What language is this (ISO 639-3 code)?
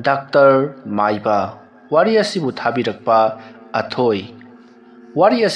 mni